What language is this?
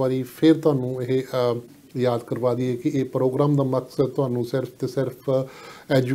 Punjabi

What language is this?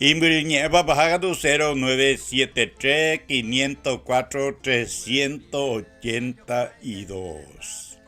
Guarani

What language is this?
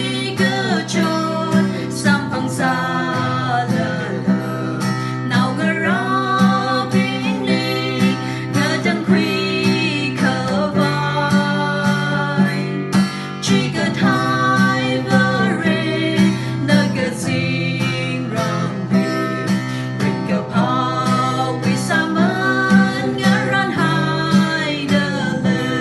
Tangkhul Naga (India)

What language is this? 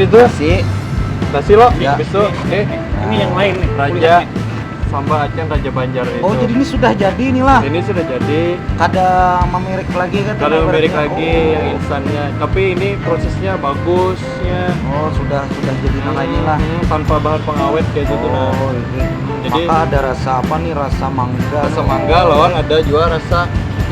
Banjar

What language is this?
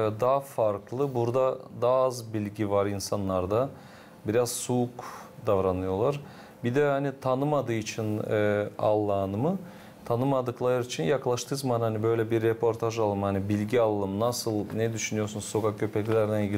Gagauz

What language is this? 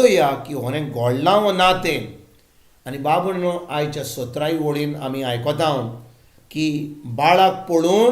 Konkani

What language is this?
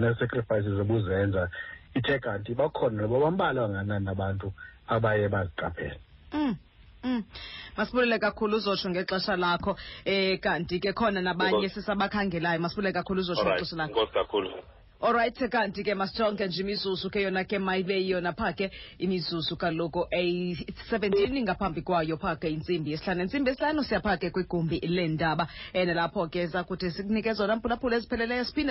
Xhosa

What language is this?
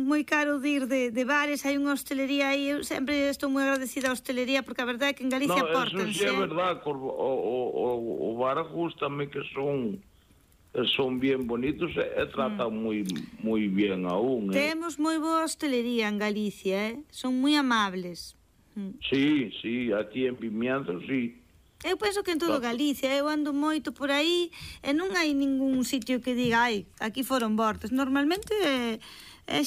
Galician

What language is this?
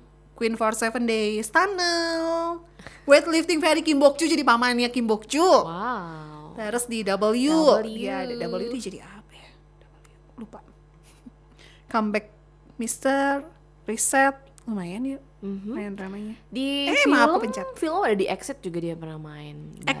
Indonesian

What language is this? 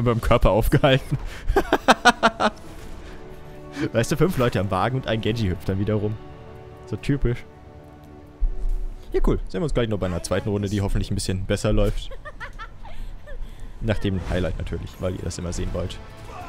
German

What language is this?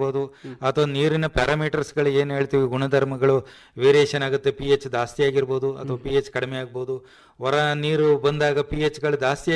Kannada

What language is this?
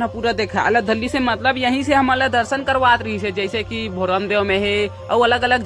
Chhattisgarhi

